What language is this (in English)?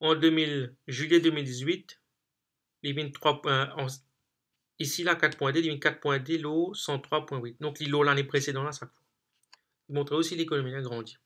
Morisyen